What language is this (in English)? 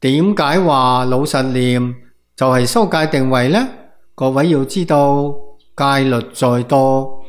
Cantonese